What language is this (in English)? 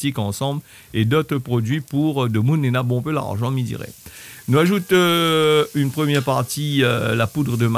Réunion Creole French